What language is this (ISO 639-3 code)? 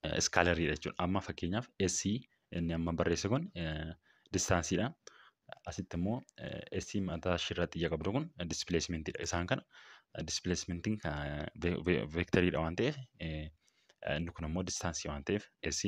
orm